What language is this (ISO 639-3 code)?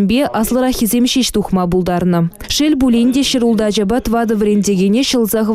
chv